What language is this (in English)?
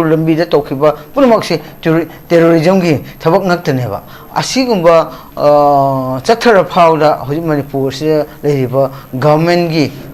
Manipuri